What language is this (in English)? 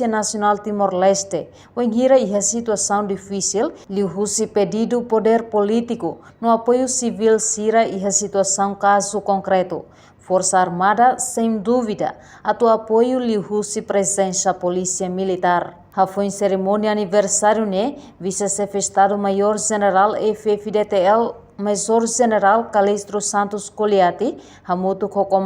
Tetum